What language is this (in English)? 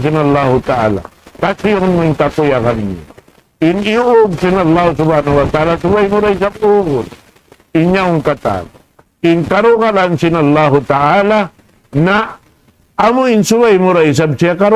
Tausug